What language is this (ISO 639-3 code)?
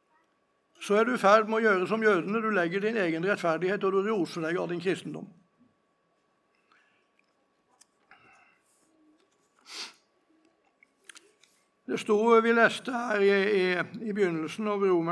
nor